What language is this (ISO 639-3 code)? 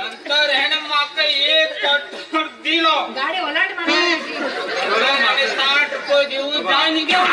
kok